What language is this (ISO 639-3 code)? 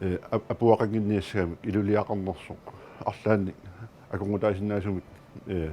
kal